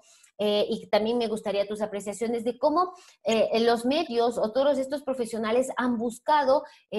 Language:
Spanish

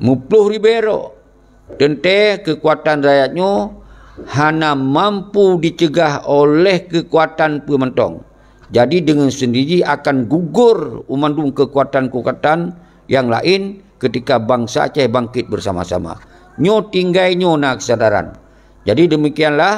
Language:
Achinese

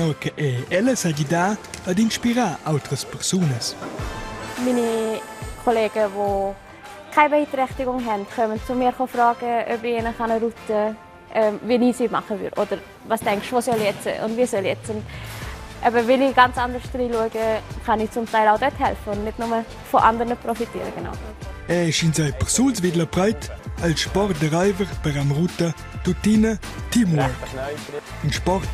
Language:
Romansh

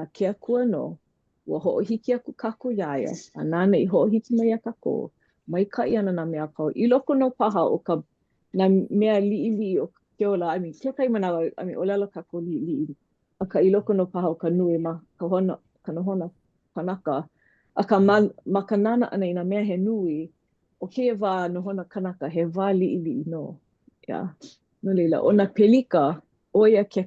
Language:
Hawaiian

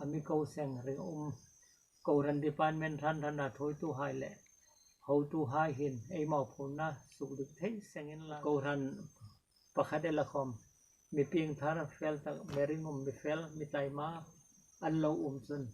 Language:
Hmar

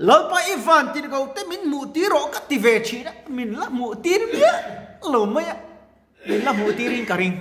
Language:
Mizo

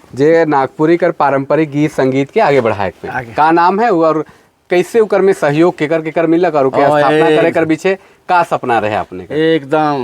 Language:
Sadri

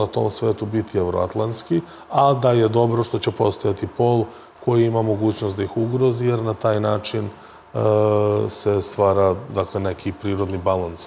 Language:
Serbian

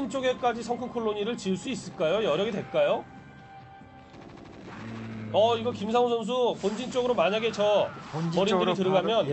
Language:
Korean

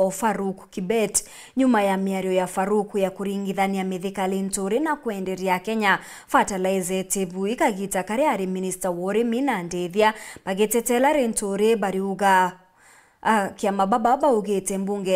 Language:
Meru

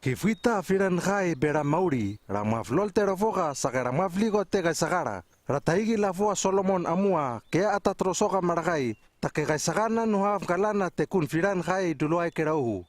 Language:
Hano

